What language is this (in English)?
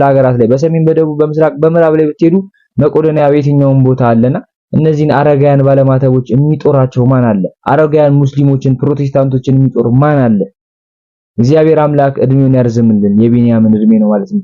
Amharic